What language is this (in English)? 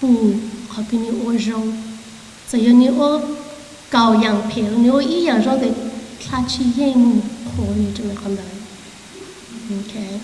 Hmong